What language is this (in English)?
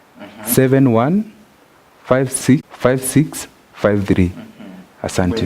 Meru